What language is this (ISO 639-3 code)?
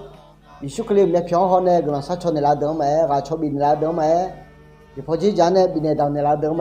ahk